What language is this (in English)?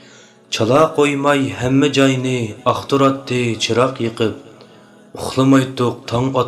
Uyghur